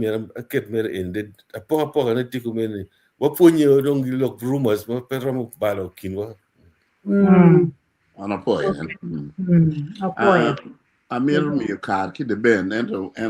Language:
Acoli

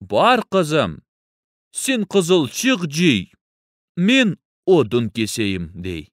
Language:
Crimean Tatar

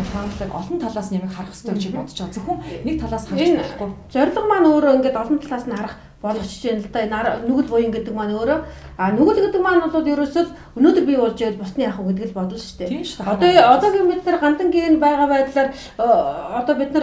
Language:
Mongolian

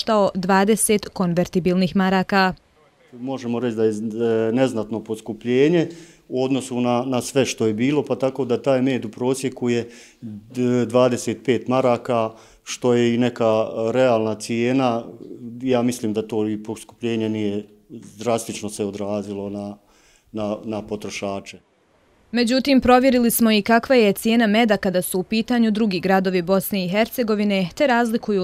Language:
Bosnian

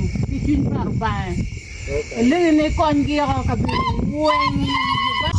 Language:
Acoli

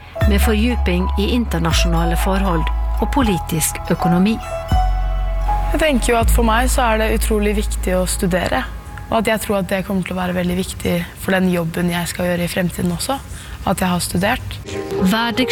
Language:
Norwegian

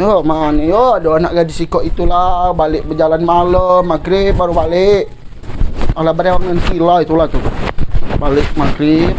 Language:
Musi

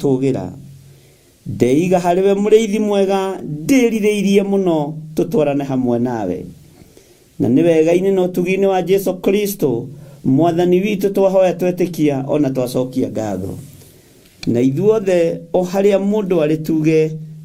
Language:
Kikuyu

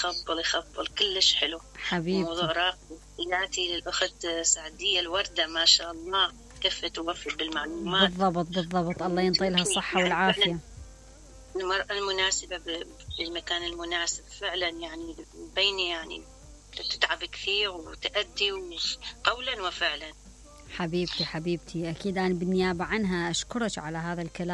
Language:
Mesopotamian Arabic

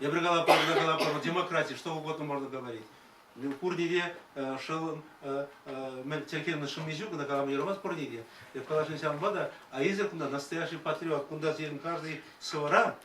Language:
Chuvash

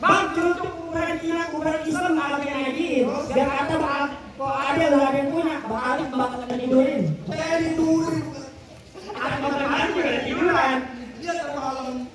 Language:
Betawi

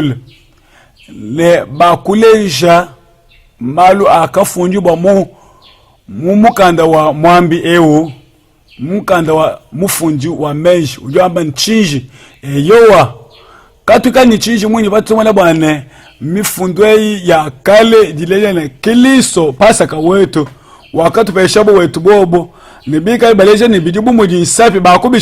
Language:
Luba-Lulua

